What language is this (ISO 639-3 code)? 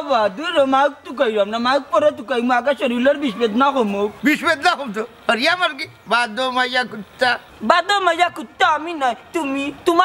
syl